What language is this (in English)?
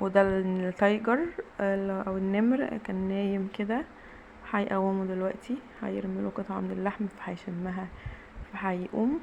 Egyptian Arabic